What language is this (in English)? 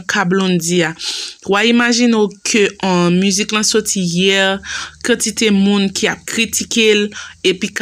Haitian Creole